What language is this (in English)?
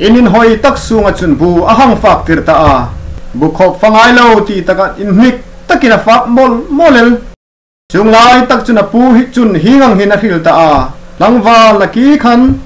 Hmar